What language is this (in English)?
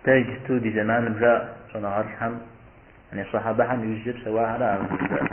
Kabardian